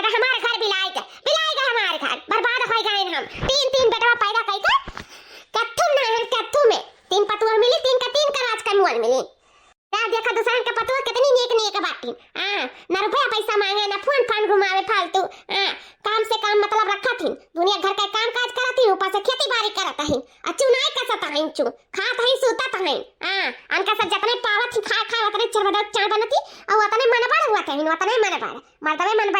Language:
Awadhi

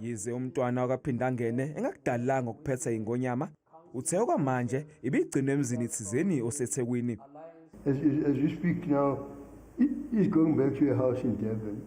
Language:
Zulu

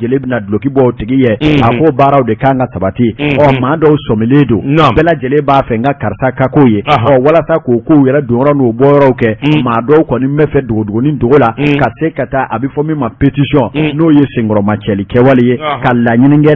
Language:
Bambara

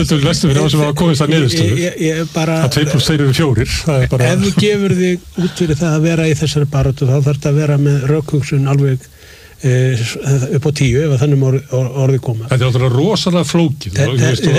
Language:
Icelandic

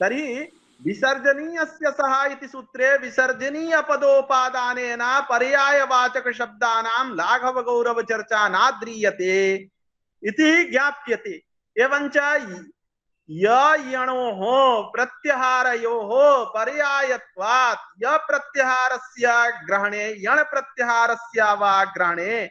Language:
Sanskrit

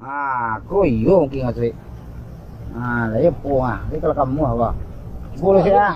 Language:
Minangkabau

